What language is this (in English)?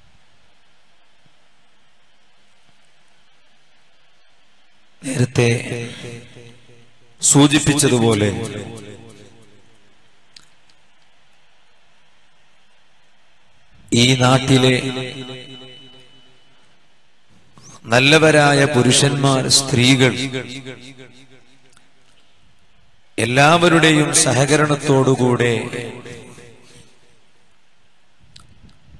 Malayalam